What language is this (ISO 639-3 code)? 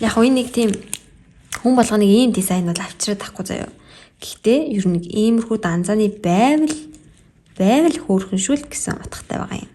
mon